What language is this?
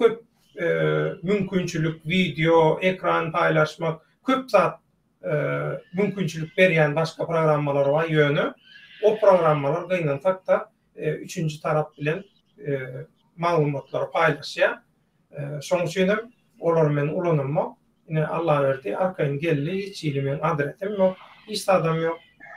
Turkmen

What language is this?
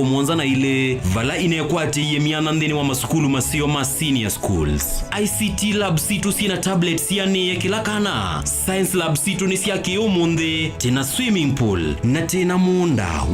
Kamba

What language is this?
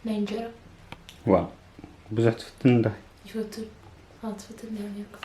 Tigrinya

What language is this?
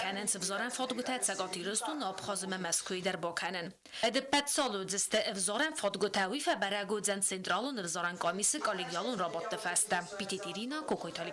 Ossetic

